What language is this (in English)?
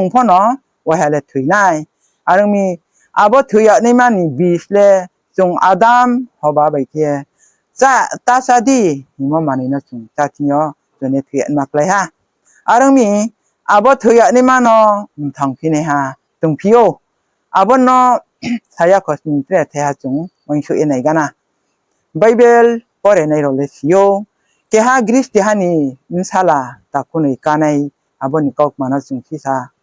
Riang (India)